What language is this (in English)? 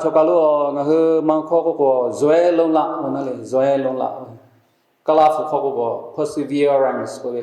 Lahu